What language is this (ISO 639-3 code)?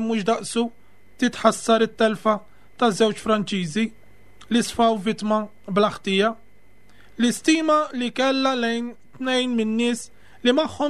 mlt